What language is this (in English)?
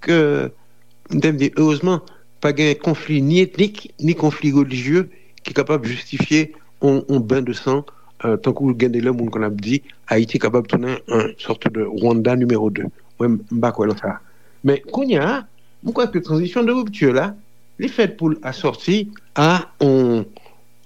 Haitian Creole